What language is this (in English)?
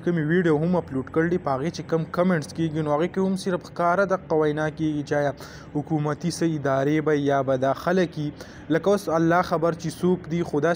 Pashto